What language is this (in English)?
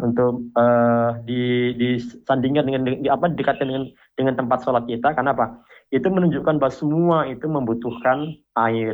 Indonesian